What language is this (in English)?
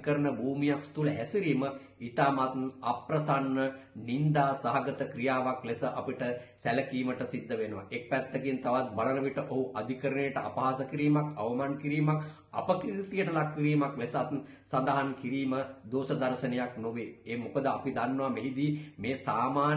Sinhala